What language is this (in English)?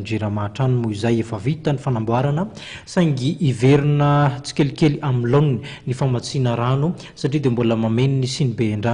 Malagasy